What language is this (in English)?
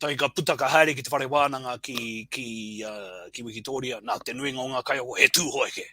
Māori